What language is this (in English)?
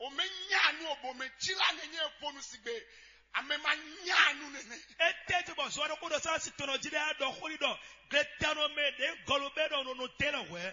Fon